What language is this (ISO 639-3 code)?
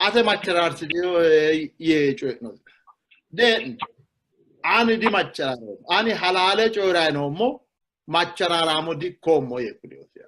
sid